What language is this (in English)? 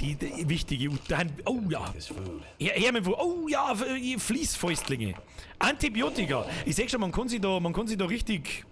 Bavarian